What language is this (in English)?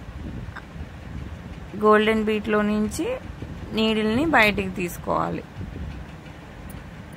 Telugu